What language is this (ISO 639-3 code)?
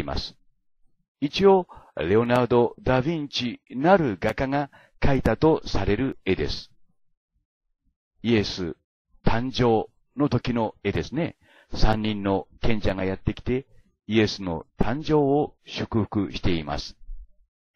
jpn